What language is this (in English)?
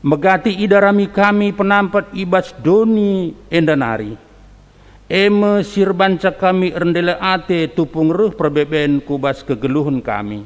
Batak Karo